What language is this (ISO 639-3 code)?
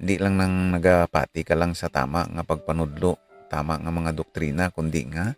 hil